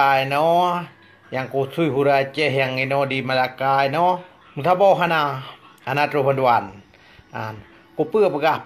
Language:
Achinese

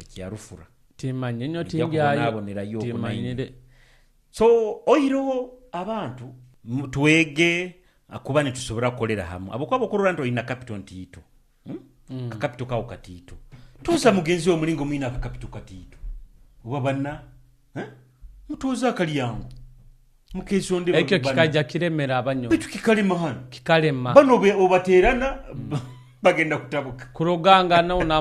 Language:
Nyoro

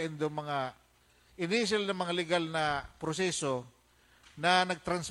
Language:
Bikol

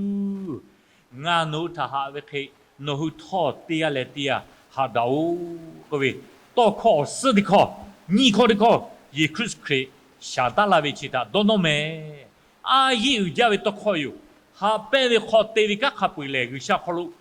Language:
Lahu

